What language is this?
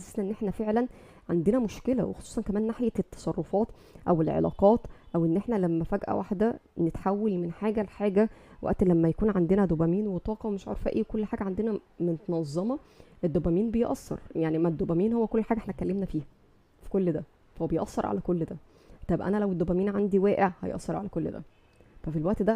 Egyptian Arabic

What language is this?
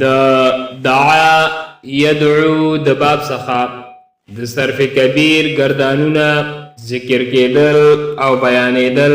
Pashto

